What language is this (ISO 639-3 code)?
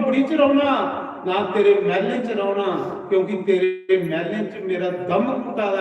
doi